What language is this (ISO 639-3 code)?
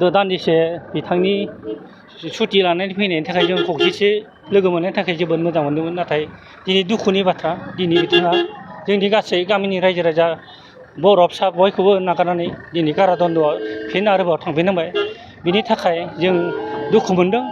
brx